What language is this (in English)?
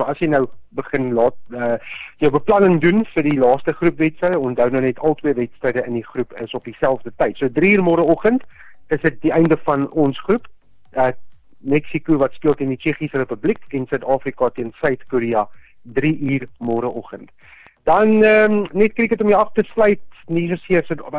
Afrikaans